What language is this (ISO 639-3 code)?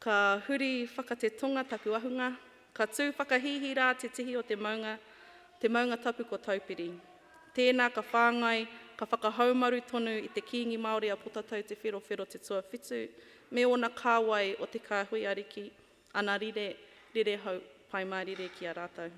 mri